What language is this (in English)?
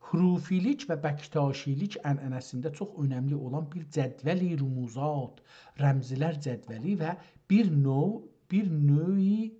South Azerbaijani